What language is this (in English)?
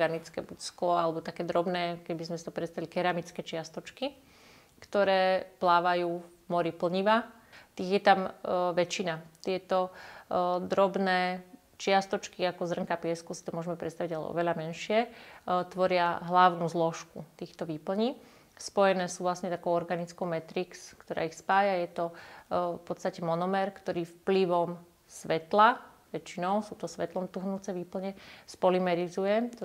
Slovak